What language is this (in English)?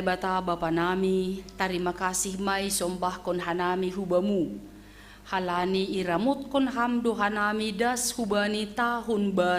Batak Simalungun